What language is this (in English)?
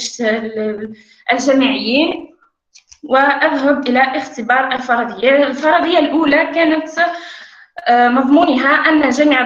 Arabic